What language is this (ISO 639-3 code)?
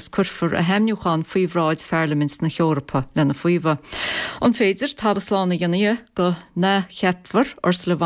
gle